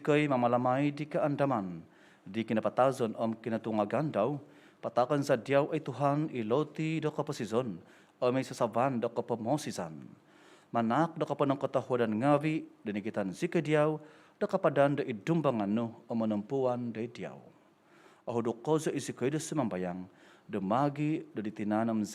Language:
Central Dusun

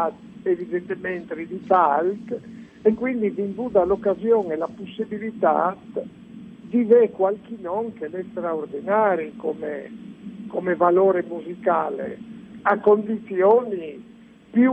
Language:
Friulian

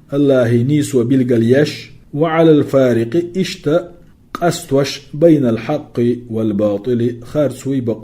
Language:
Chechen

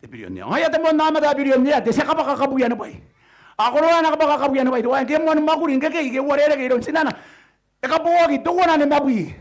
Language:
Gilbertese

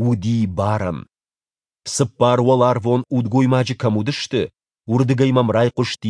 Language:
Ossetic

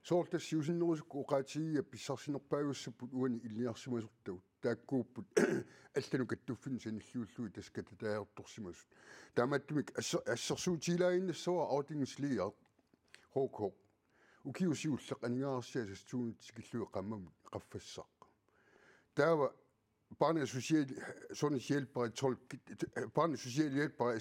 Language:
Kalaallisut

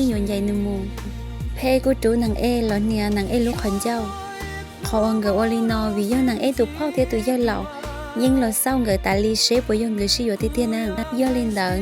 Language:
Hmong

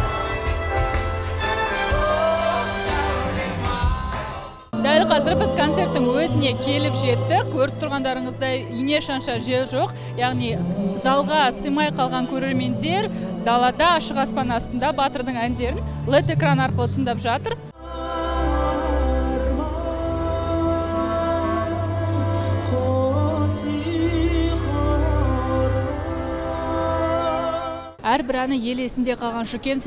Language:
Kazakh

